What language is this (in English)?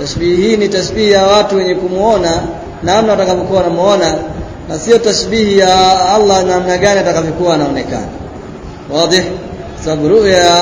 Swahili